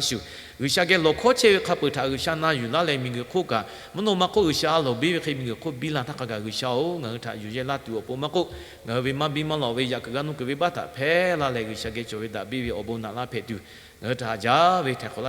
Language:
Lahu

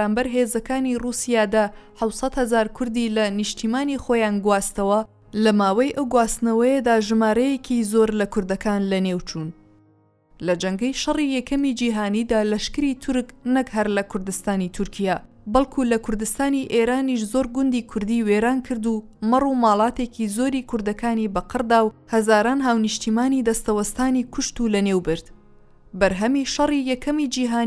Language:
Central Kurdish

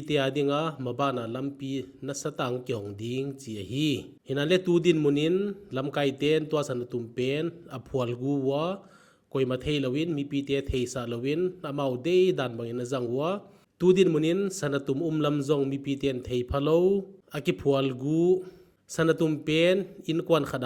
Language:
Tedim Chin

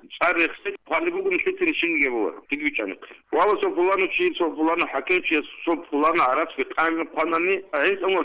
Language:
Avaric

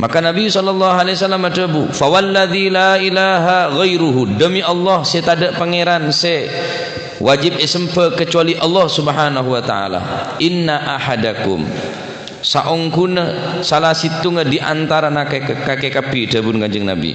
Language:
Madurese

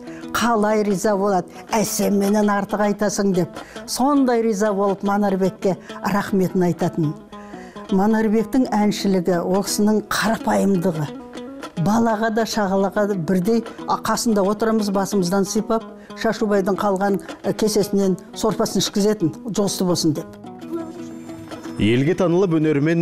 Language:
Kazakh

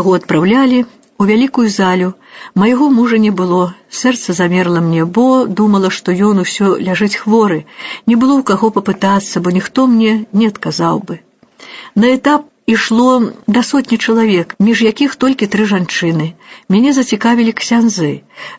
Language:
Belarusian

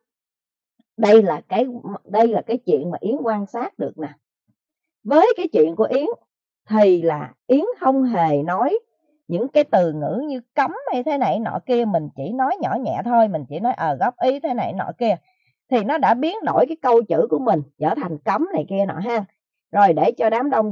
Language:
Vietnamese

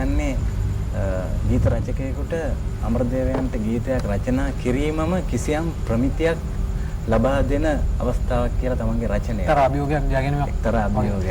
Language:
Sinhala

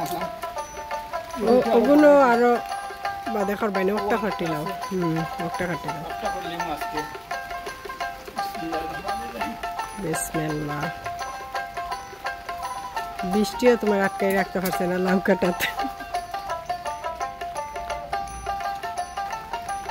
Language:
Bangla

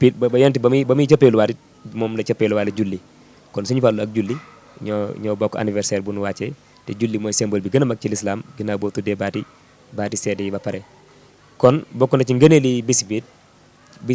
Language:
Wolof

